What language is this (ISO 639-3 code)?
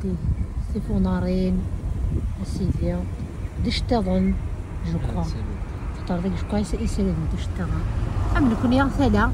kab